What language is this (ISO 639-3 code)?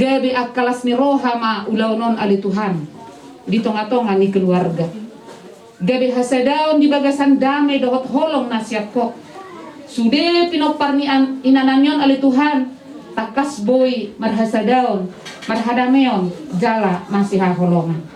bbc